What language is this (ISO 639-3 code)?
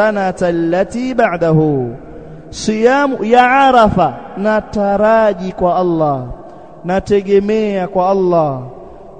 swa